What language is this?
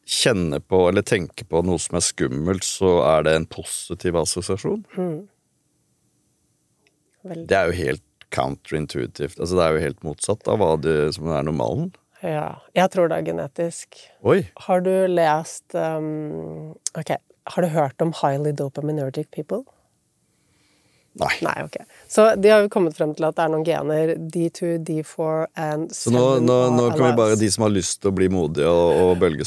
Norwegian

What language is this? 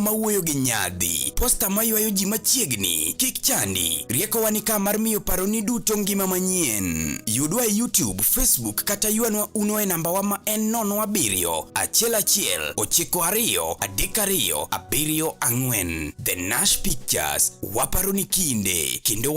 Luo (Kenya and Tanzania)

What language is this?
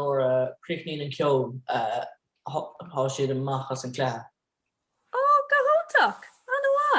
Irish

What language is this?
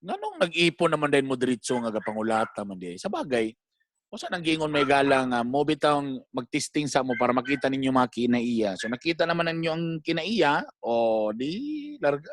Cebuano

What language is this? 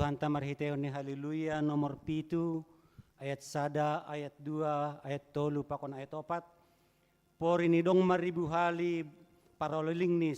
Batak Simalungun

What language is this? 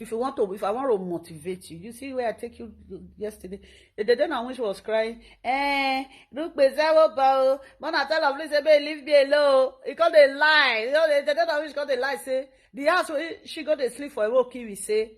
Nigerian Pidgin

